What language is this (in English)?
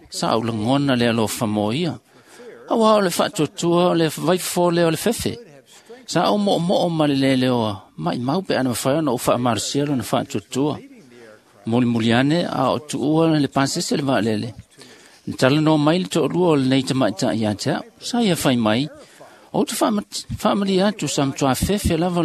Samoan